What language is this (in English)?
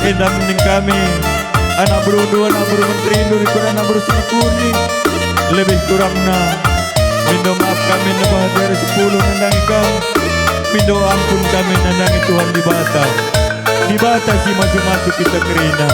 Batak Karo